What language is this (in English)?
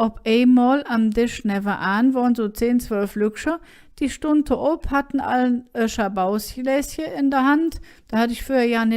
Colognian